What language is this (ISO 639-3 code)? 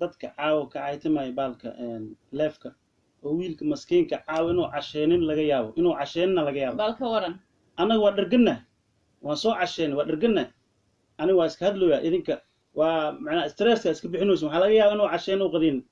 som